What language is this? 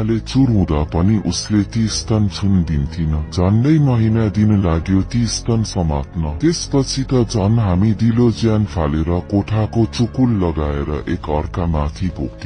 Nepali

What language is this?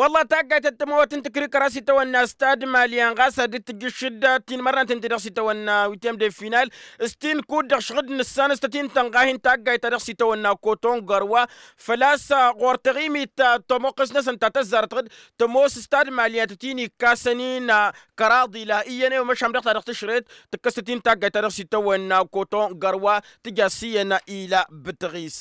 Tamasheq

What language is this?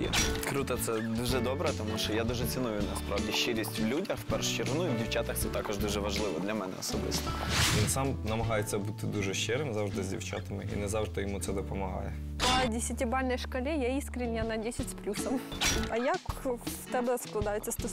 Ukrainian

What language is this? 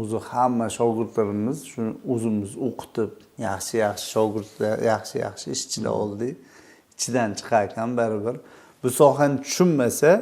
Uzbek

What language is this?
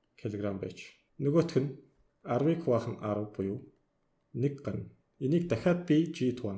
Mongolian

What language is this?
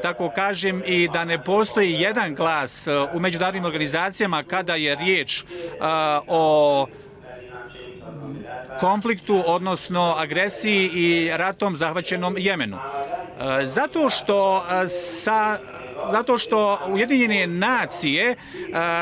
Bosnian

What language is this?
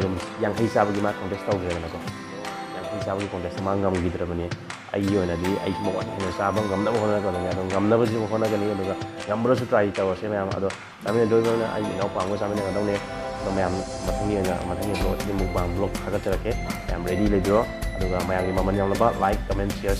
Manipuri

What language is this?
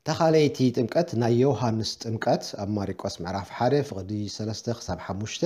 Tigrinya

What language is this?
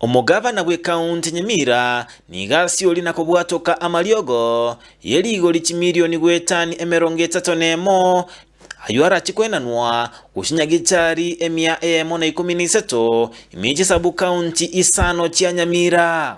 Gusii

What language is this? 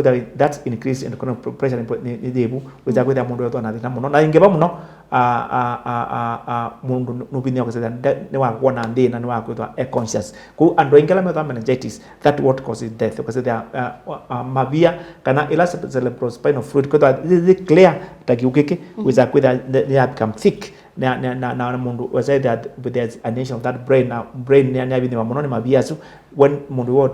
Kamba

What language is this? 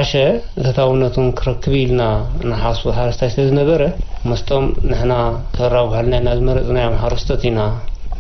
Tigrinya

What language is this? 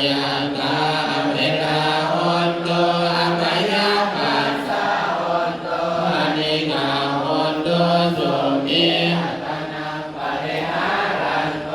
Pali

